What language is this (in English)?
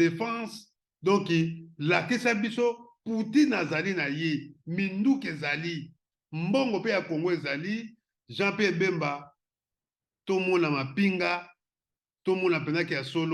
Lingala